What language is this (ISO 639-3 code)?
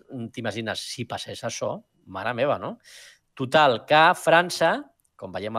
cat